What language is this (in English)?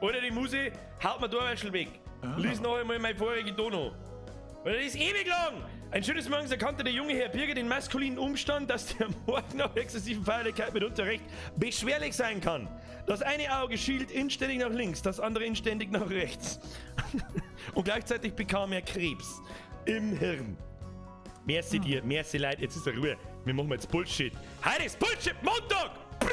Bavarian